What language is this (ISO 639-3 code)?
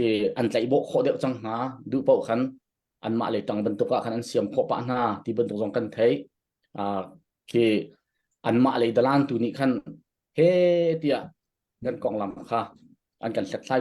cnh